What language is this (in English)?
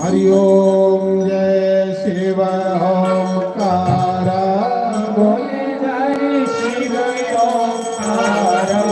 Dogri